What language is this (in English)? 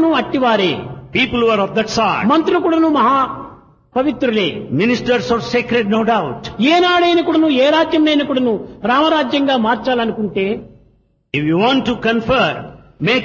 Telugu